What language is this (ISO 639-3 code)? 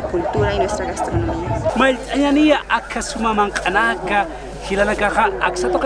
aym